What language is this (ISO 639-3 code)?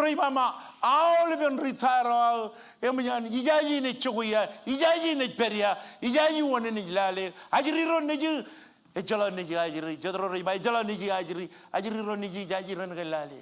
mah